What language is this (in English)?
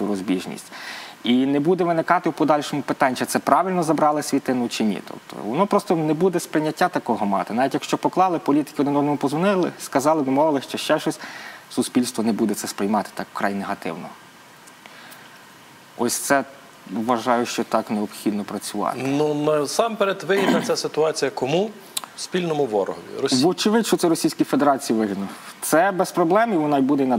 Ukrainian